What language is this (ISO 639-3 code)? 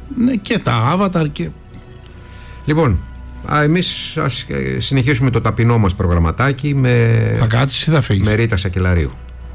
ell